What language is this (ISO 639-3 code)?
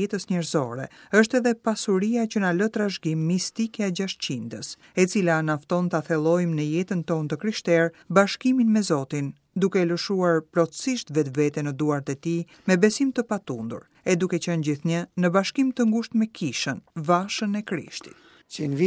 sqi